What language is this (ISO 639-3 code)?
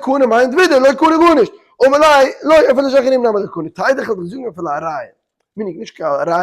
yid